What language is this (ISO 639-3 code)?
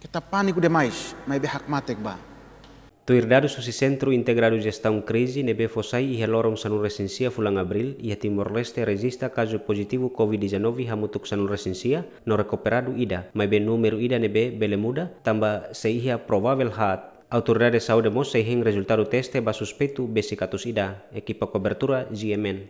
tet